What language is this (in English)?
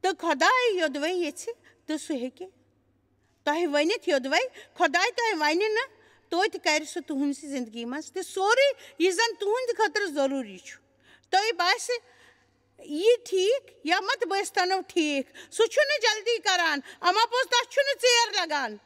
Kashmiri